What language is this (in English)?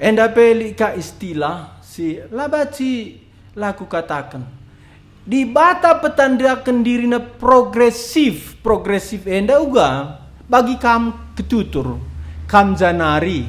Batak Karo